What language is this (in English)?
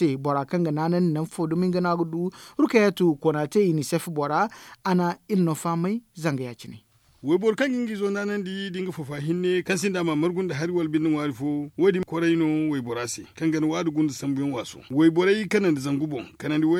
Zarma